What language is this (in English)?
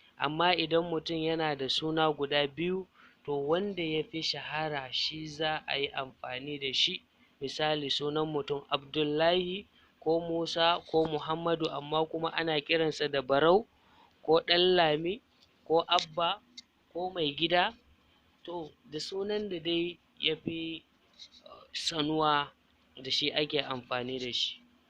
Hausa